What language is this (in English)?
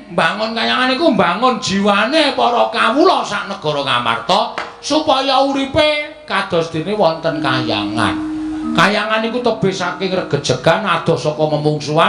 Javanese